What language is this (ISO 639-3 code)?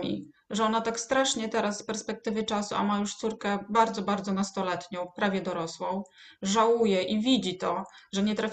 pol